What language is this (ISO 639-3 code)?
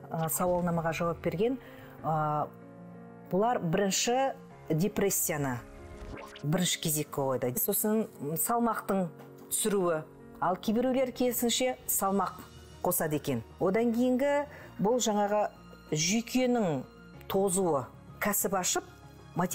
kaz